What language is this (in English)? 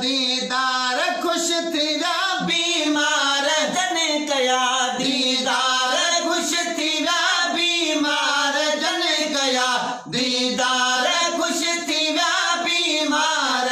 Sindhi